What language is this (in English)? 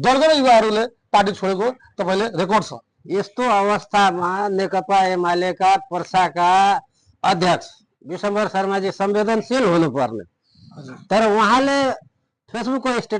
Nepali